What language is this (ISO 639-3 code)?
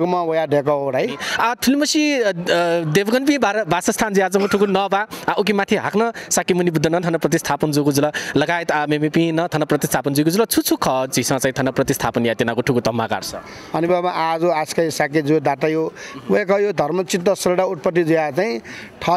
new